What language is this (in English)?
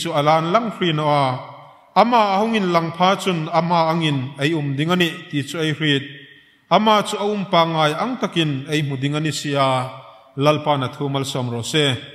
Hmar